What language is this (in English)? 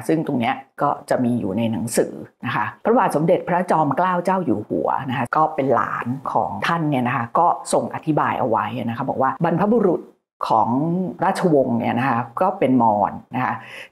Thai